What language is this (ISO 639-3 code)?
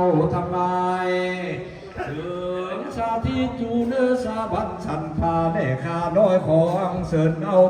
lao